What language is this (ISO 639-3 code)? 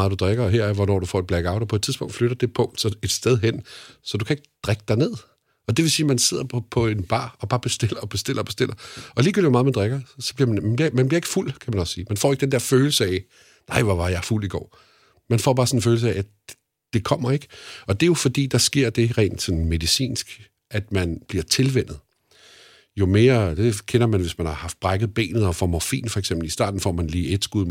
dan